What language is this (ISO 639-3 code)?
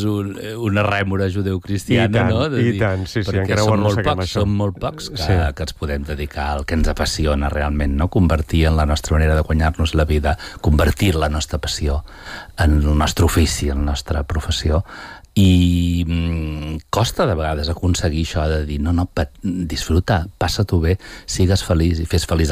cat